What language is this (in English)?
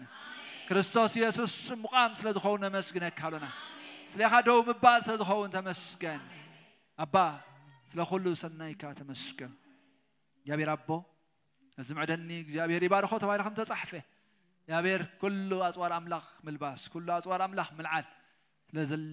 Tigrinya